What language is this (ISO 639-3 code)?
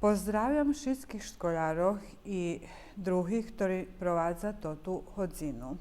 rue